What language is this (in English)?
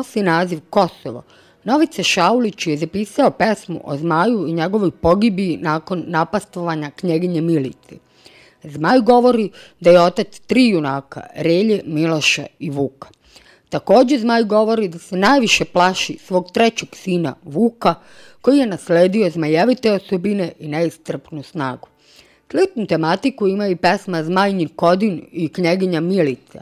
Serbian